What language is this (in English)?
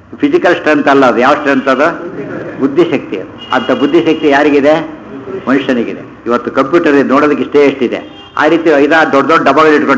Kannada